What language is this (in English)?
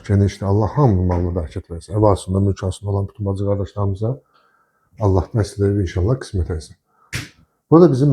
Azerbaijani